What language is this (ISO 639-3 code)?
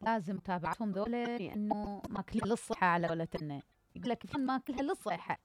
acm